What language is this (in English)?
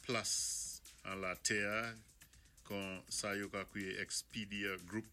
Saint Lucian Creole French